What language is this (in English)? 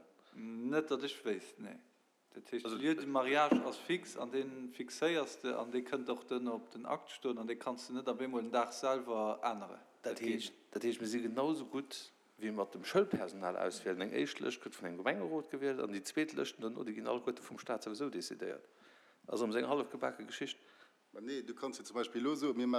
Luxembourgish